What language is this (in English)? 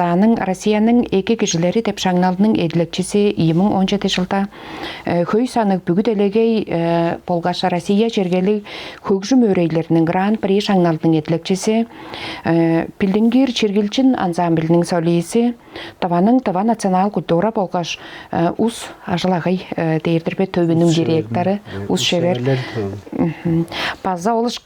Tuvinian